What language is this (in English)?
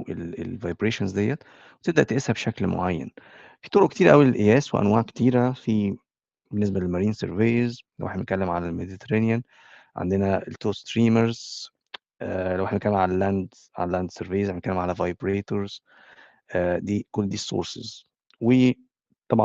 Egyptian Arabic